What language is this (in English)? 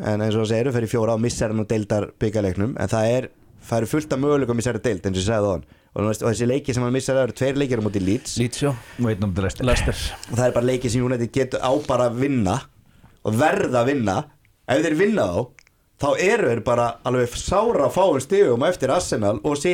Icelandic